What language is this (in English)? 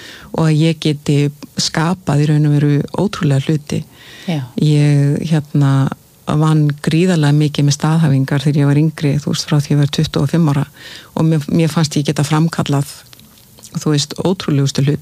Icelandic